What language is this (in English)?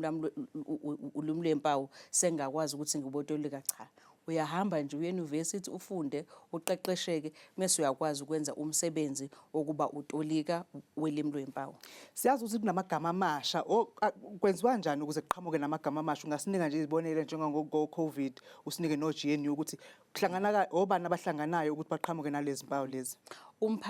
Zulu